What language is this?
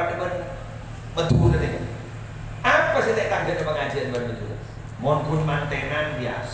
Madurese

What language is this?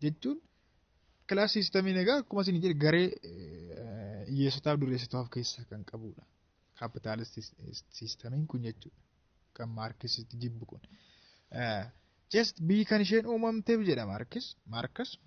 Oromo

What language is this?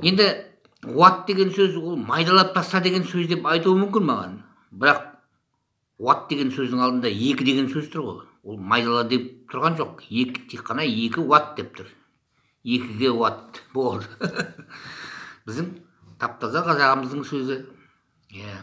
Kazakh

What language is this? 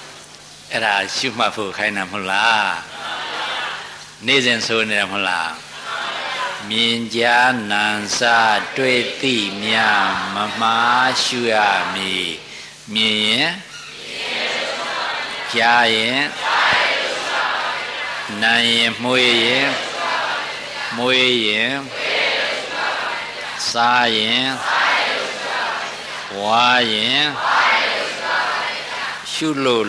Burmese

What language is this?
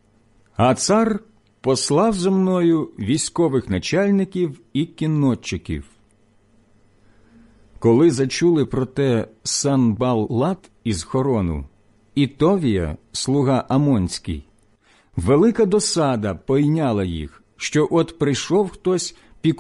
Ukrainian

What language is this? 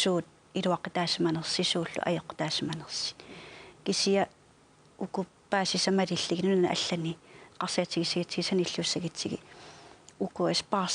Kalaallisut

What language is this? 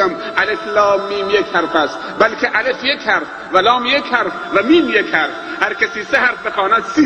Persian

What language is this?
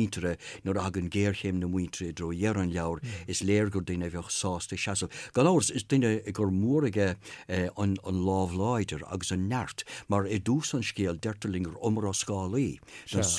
Irish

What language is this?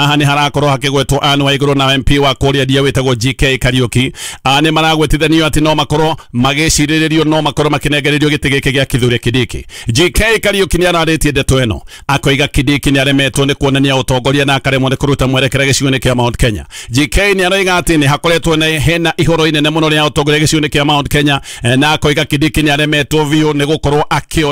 Kikuyu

